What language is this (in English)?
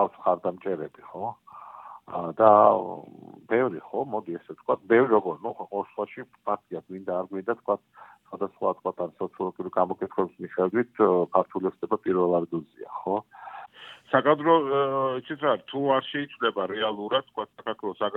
Georgian